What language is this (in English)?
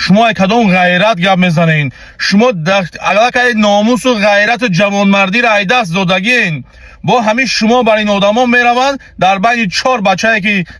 Tajik